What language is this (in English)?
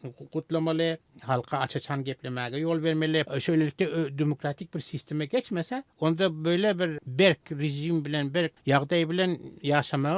Turkmen